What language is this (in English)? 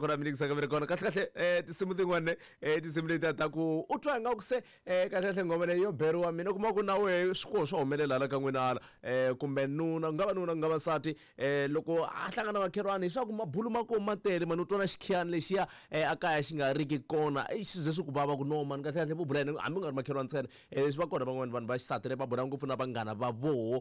Tsonga